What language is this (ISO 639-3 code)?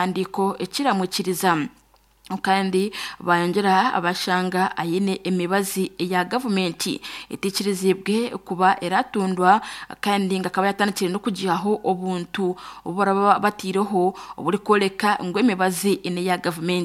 nyn